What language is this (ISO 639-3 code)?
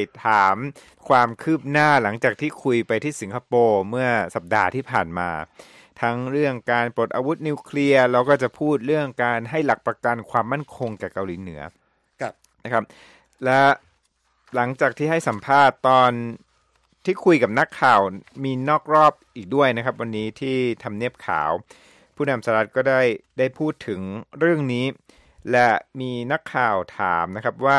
tha